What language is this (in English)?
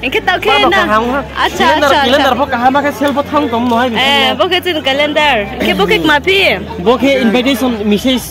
Riang (India)